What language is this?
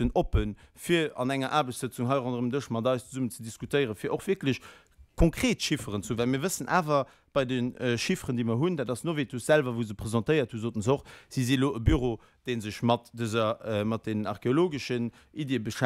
Luxembourgish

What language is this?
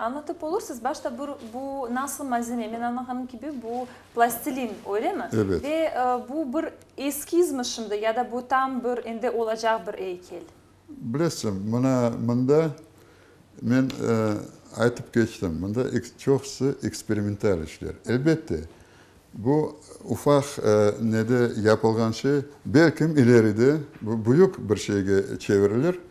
Crimean Tatar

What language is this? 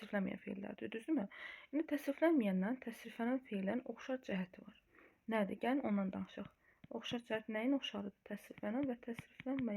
Azerbaijani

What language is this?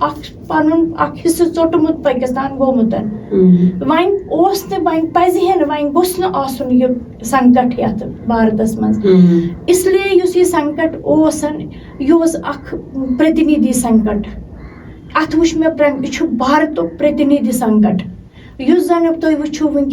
Kashmiri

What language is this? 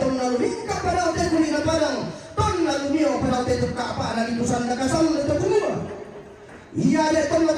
Toraja-Sa'dan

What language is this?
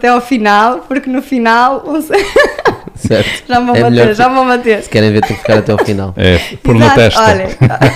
Portuguese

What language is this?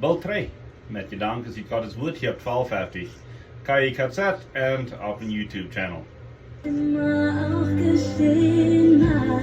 Plautdietsch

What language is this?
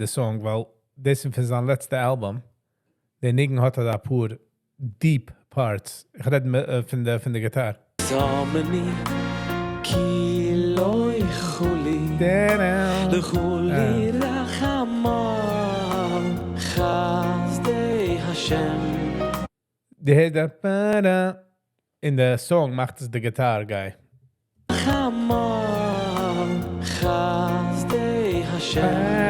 Yiddish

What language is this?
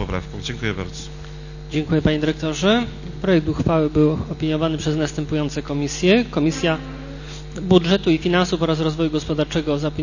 Polish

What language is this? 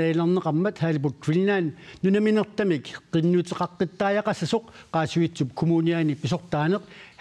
Kalaallisut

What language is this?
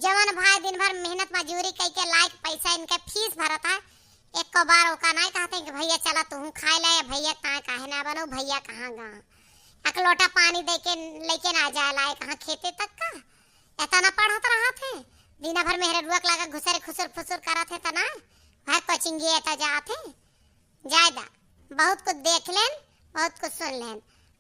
Awadhi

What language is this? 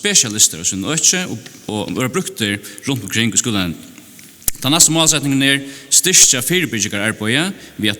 Faroese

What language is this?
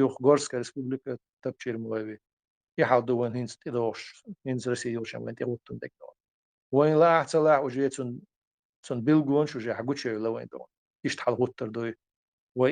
Chechen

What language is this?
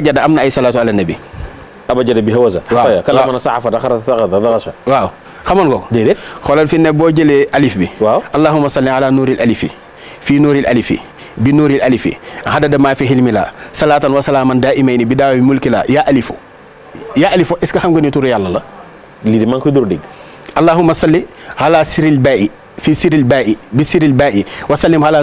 Wolof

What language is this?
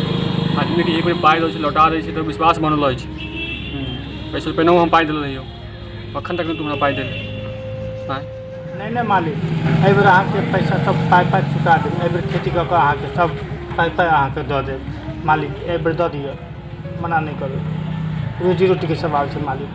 Maithili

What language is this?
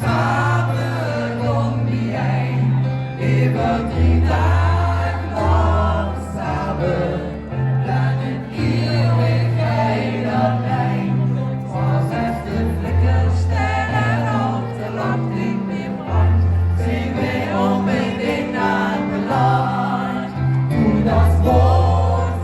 Limburgish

